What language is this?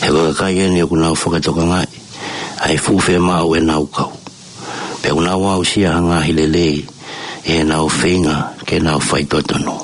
Tongan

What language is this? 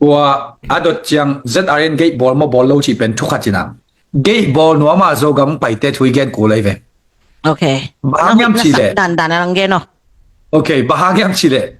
Tedim Chin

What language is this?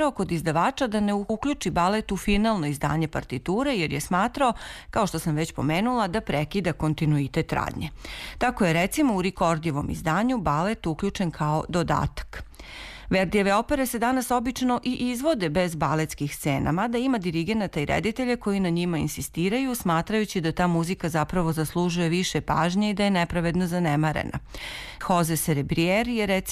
Serbian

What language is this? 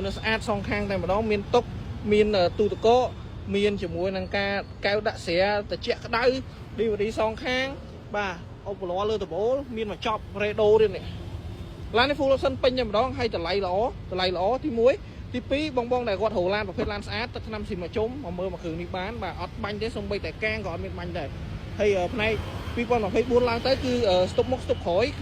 Khmer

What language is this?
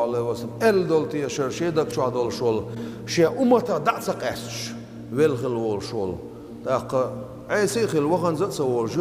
Chechen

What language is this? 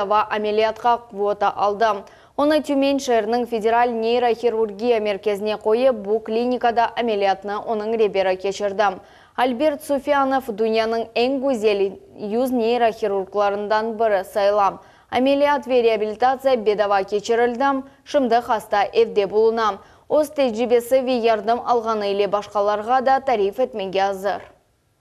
Crimean Tatar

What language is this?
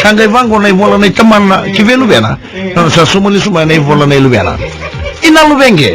Fijian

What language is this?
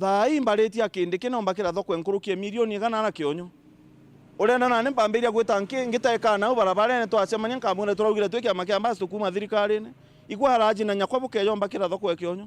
Meru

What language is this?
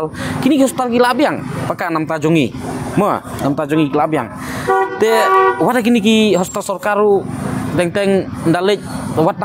Khasi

